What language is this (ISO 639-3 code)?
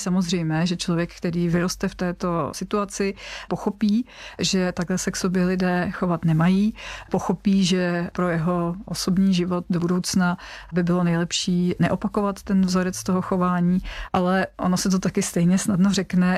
ces